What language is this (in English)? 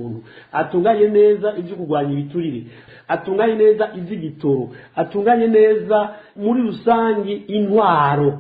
Rundi